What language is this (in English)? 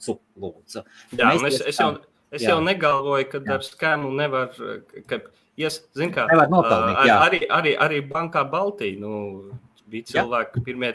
Latvian